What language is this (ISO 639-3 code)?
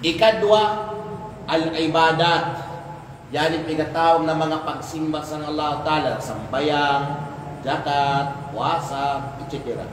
kqe